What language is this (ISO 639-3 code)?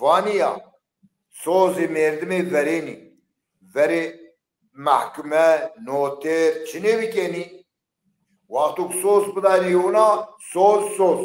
zza